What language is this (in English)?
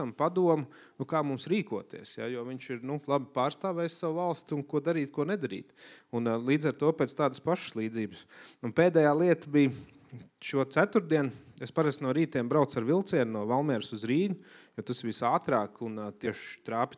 Latvian